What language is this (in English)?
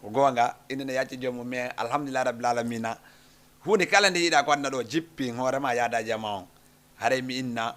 Fula